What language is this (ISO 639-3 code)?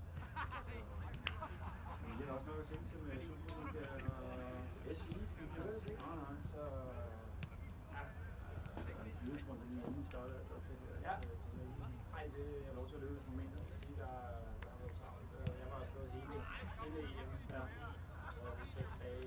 dan